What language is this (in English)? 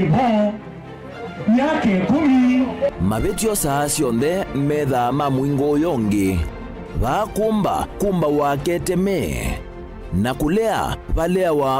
Kamba